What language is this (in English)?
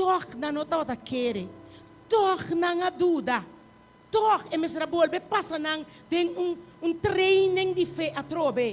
Papiamento